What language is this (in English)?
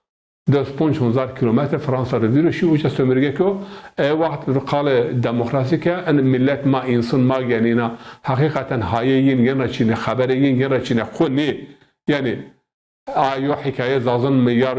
Zaza